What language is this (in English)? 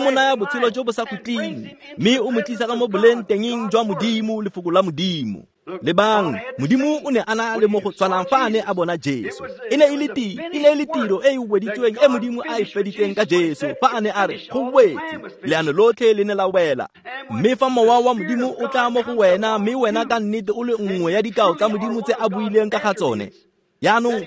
Tswana